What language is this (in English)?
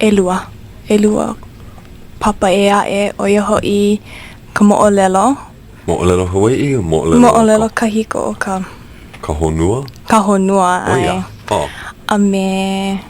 Hawaiian